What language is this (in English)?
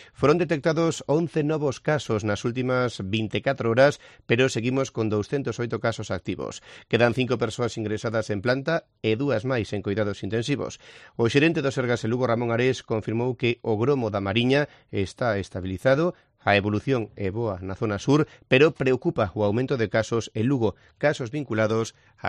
Galician